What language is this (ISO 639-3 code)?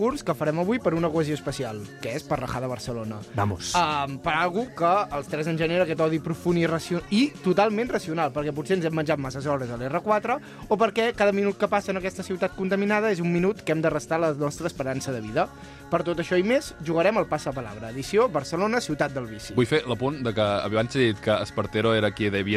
cat